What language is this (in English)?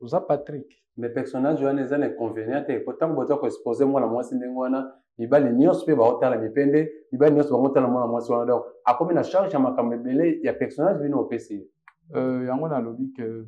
Lingala